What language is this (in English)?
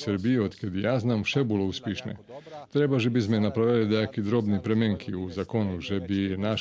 Rusyn